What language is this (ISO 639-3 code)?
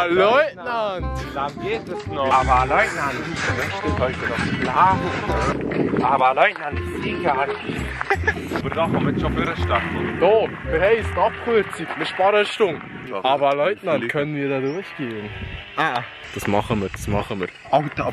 gsw